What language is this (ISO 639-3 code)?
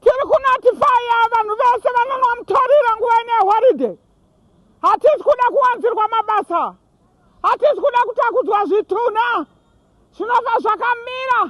sna